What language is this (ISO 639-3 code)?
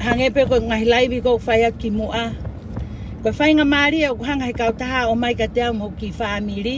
ton